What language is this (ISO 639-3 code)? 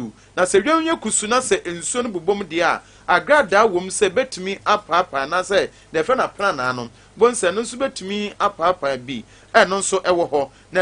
aka